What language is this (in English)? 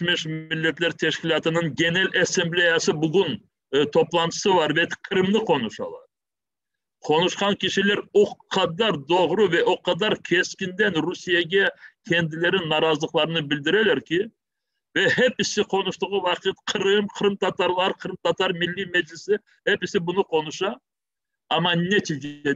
Crimean Tatar